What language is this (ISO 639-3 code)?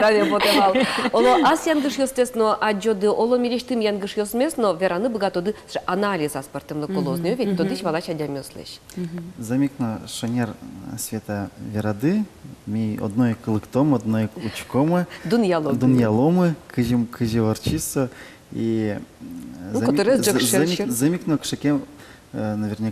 udm